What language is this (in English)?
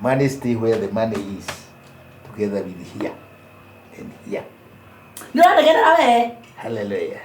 Kikuyu